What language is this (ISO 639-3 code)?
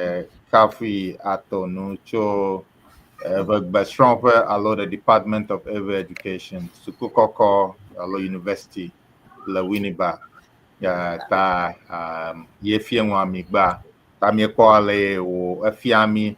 ewe